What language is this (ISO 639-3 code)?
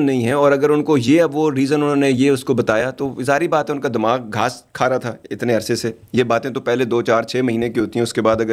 urd